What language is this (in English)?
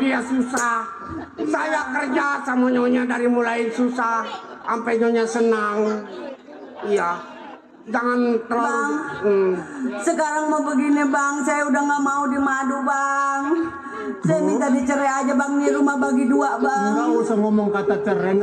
Betawi